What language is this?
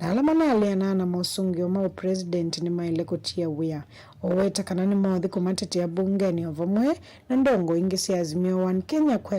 Kamba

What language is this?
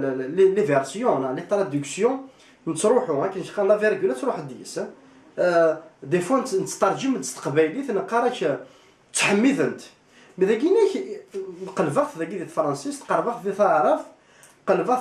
Kabyle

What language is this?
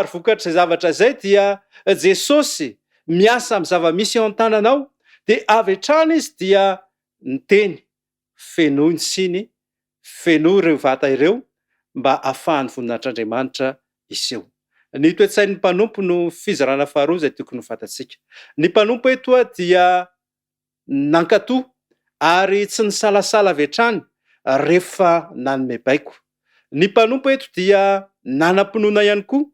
Malagasy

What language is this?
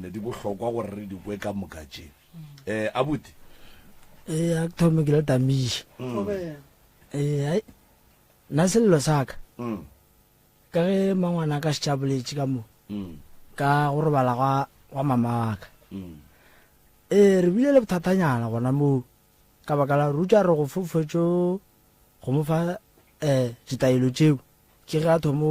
Northern Sotho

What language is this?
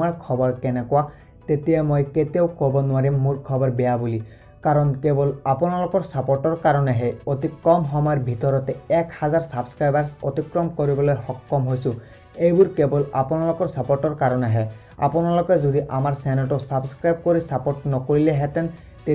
Assamese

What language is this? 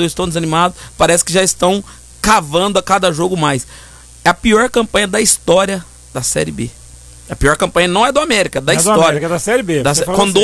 Portuguese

